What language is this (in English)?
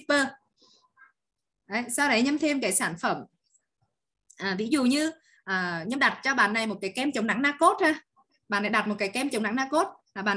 Vietnamese